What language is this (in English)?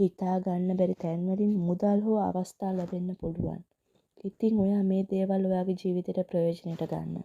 Sinhala